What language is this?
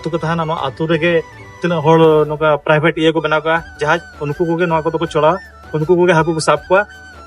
Santali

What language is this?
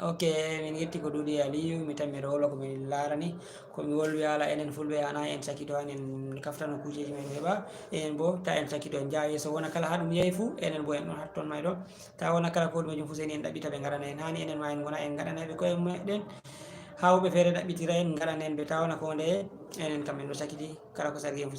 Fula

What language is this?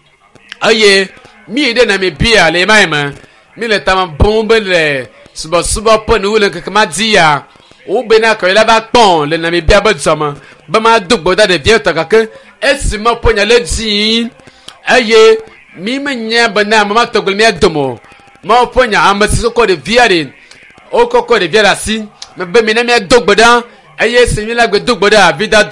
Ewe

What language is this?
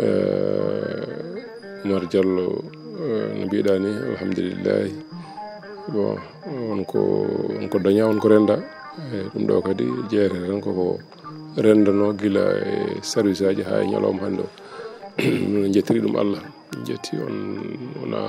Fula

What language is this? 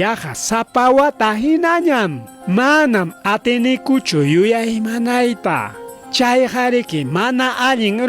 Ayacucho Quechua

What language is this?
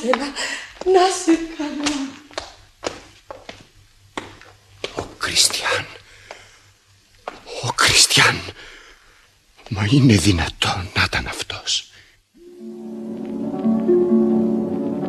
Greek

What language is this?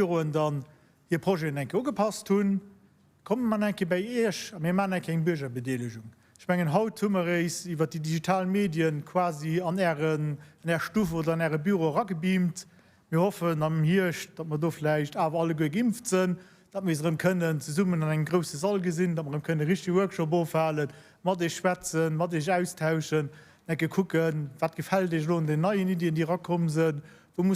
Luxembourgish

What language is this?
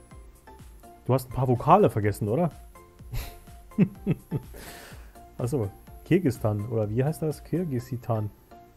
German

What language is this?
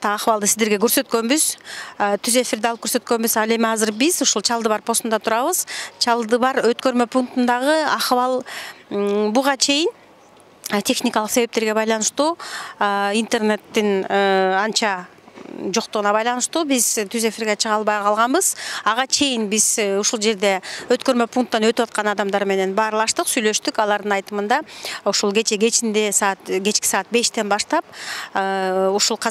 Kyrgyz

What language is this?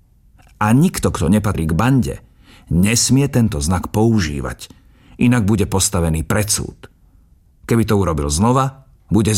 Slovak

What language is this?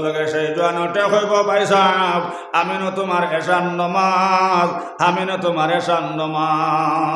Sylheti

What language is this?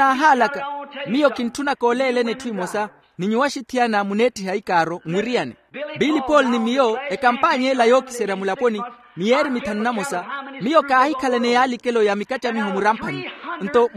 Makhuwa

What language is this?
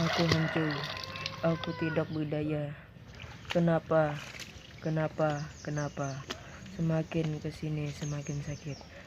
Banjar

